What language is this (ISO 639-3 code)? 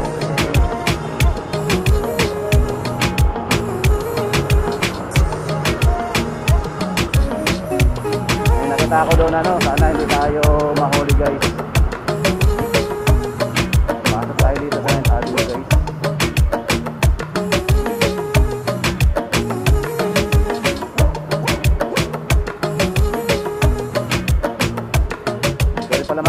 fil